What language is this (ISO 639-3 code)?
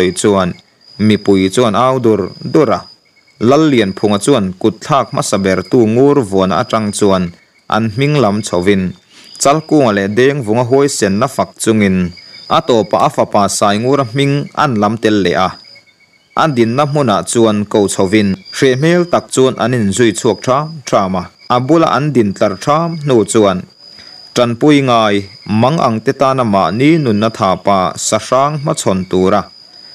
lus